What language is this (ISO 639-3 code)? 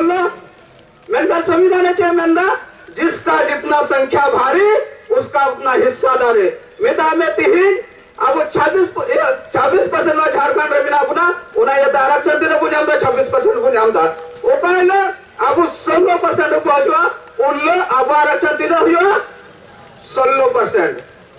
sat